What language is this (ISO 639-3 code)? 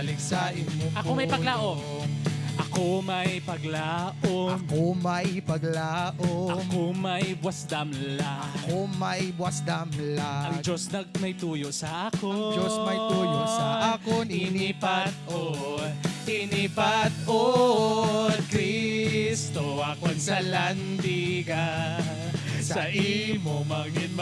hil